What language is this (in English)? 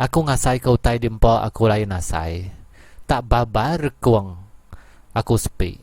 Iban